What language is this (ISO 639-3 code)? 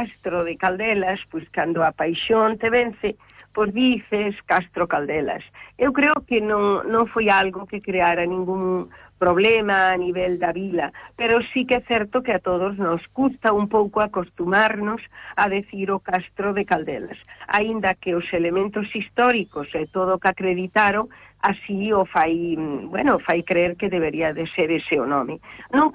glg